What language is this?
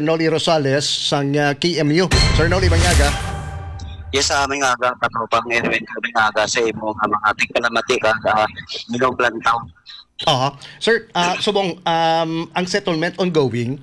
Hiligaynon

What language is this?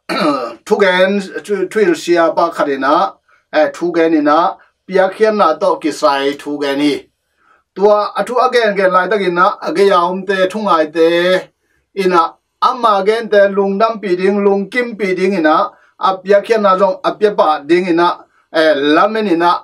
Tedim Chin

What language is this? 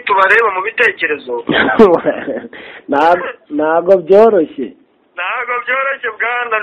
Kinyarwanda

